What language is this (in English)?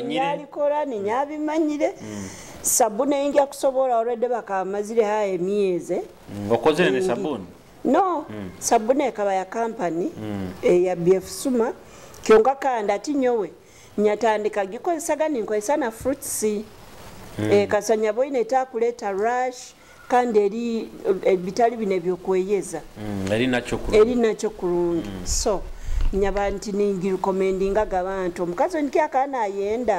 Nyoro